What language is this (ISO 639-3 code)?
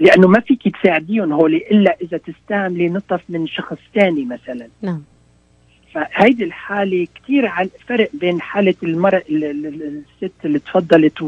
apc